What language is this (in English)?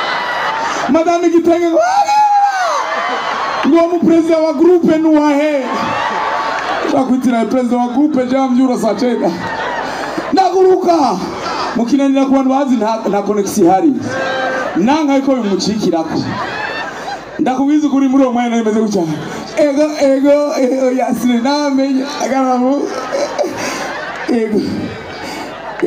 Rundi